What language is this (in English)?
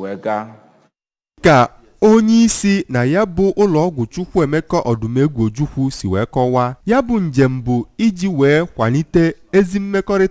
Igbo